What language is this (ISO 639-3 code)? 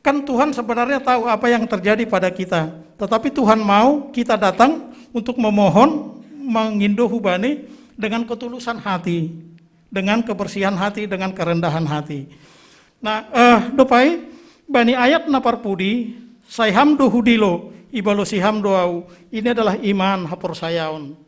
bts